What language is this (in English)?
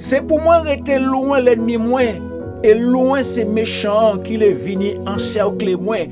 Guadeloupean Creole French